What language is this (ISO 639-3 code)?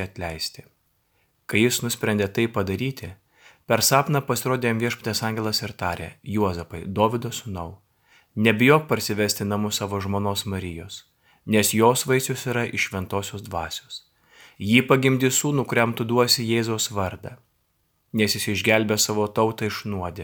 lit